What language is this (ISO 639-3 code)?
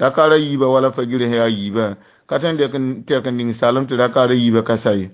mos